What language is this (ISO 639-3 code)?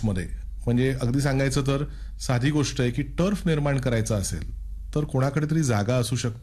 mar